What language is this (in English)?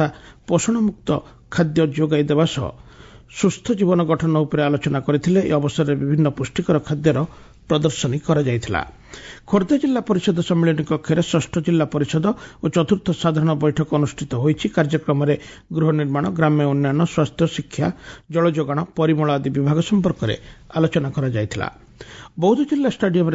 Odia